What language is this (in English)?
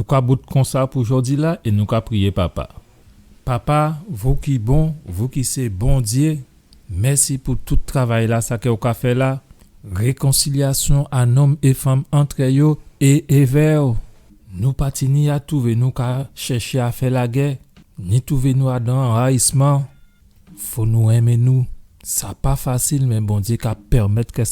Guadeloupean Creole French